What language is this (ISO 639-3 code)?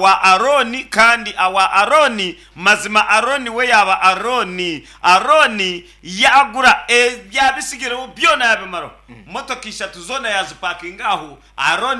nyn